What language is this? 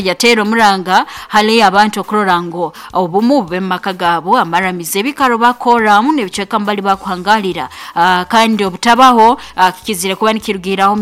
Nyoro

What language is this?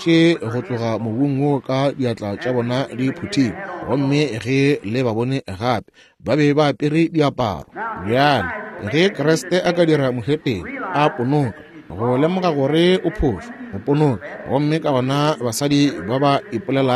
Northern Sotho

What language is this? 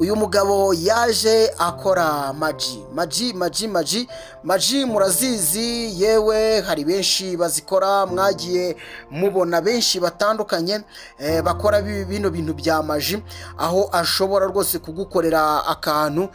Kinyarwanda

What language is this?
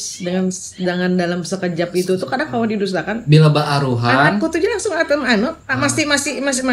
Banjar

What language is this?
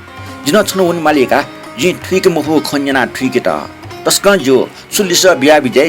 Newari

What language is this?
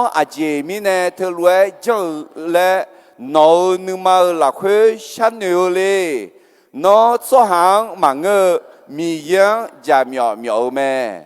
Akha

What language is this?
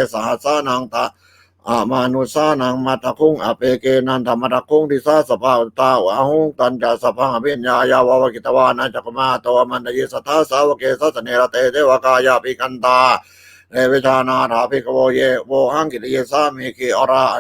Pali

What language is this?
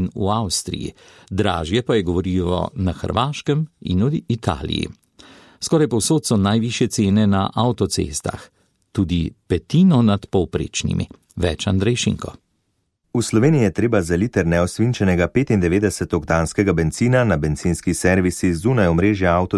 Slovenian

